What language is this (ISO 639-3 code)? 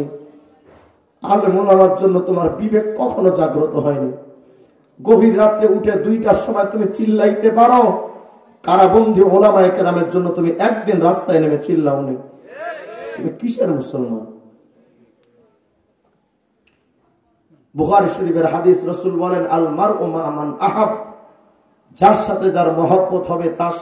ben